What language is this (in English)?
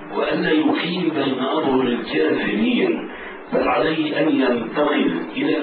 Arabic